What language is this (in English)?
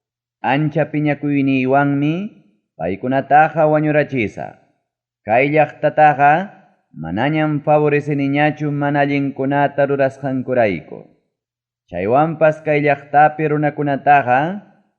Ayacucho Quechua